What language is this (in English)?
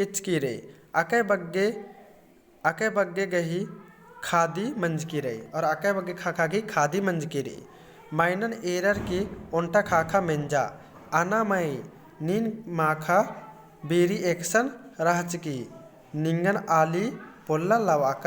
Kurukh